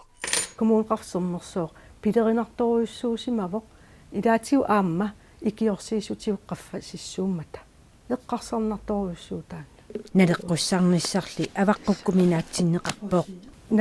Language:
Kalaallisut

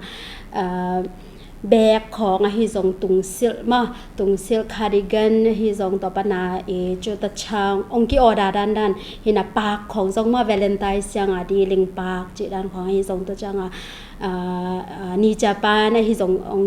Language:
Tedim Chin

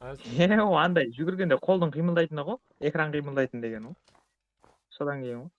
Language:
Kara-Kalpak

